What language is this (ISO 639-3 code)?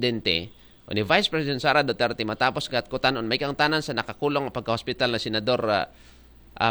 akl